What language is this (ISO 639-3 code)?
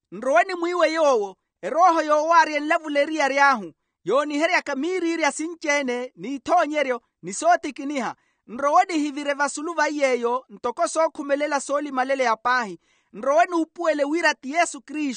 vmw